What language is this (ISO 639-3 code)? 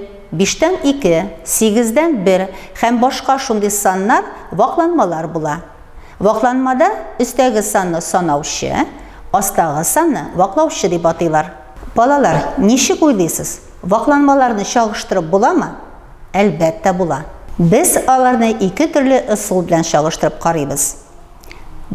tat